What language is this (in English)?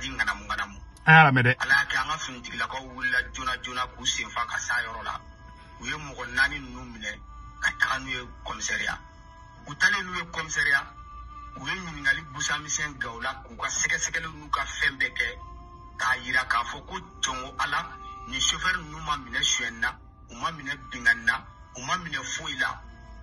Bambara